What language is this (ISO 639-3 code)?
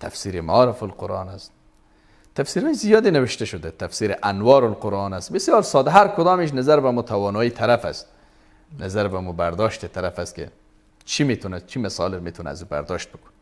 fas